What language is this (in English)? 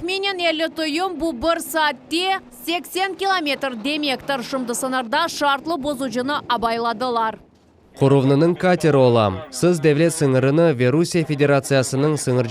Crimean Tatar